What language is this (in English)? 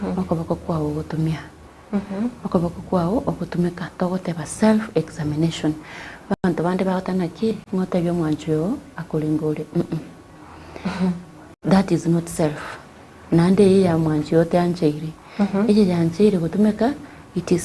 Gusii